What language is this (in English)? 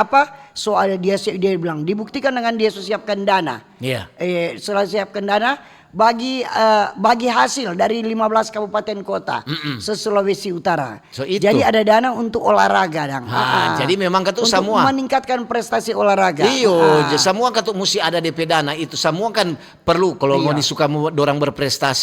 Manado Malay